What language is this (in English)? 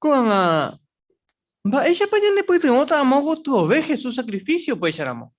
Guarani